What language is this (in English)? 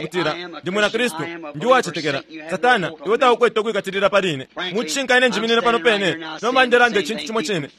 Bemba